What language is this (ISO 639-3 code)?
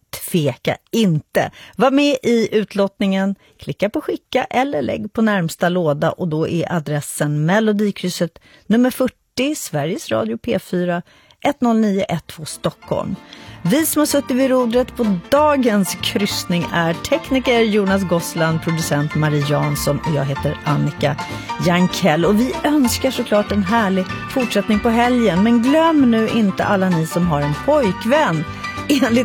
swe